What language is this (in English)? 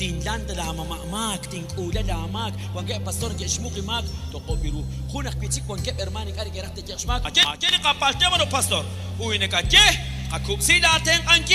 Kekchí